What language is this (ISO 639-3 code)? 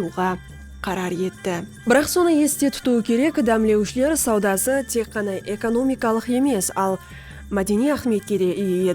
kaa